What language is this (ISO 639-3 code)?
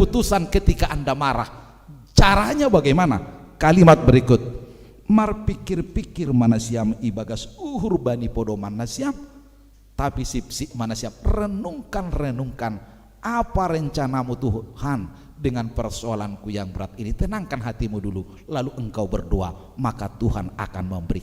bts